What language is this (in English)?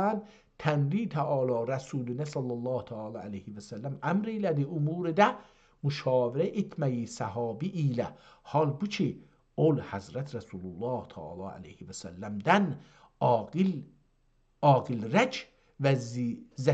South Azerbaijani